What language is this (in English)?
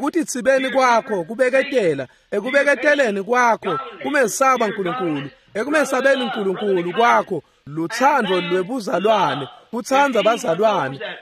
Swati